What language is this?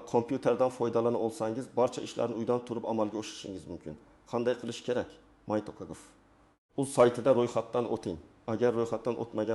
Uzbek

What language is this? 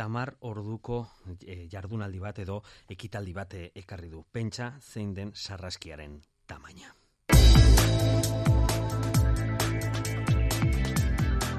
Basque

